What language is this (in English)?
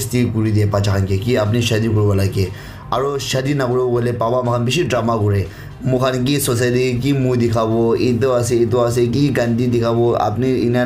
Naga Pidgin